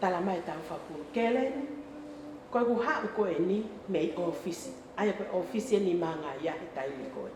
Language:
Tongan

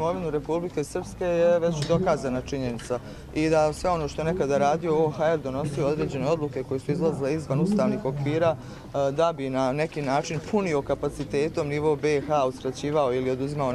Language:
Croatian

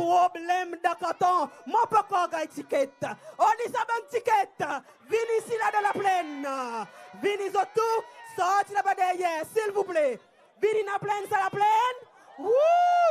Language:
Seselwa Creole French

